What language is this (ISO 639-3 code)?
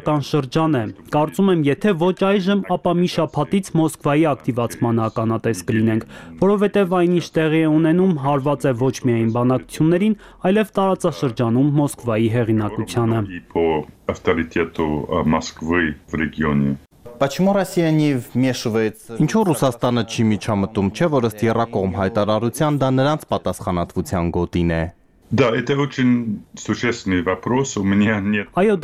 hye